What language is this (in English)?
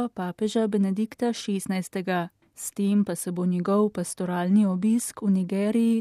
Slovenian